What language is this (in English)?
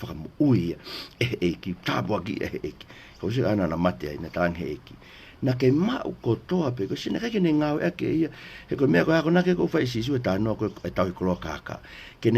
Tongan